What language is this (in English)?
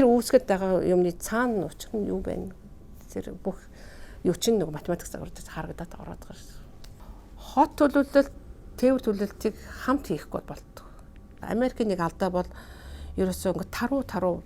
Mongolian